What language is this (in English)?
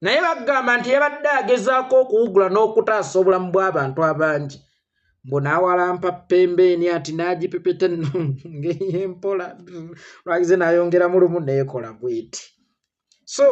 Ganda